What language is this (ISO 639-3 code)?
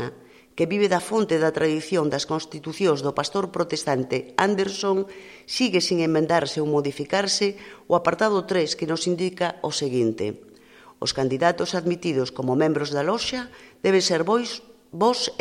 glg